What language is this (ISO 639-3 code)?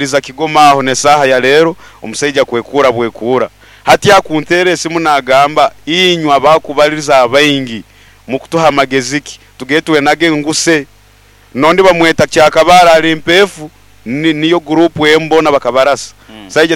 nyo